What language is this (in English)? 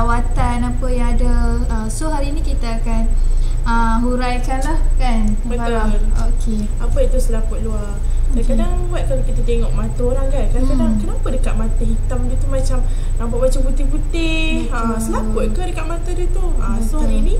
Malay